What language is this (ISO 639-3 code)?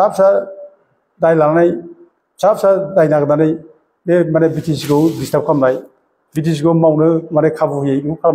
brx